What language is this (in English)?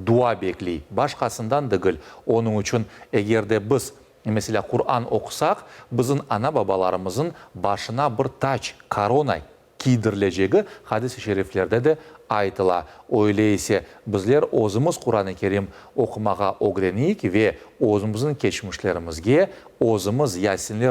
Crimean Tatar